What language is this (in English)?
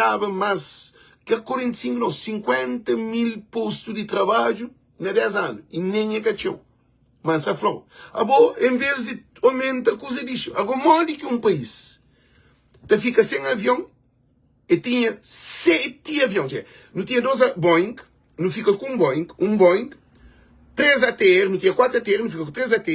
Kabuverdianu